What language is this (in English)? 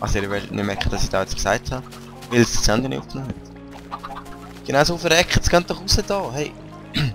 Swiss German